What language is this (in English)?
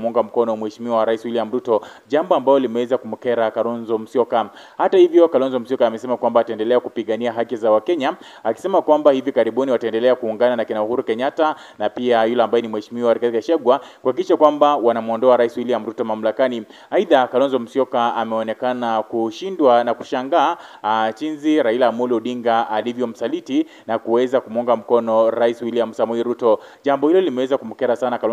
Swahili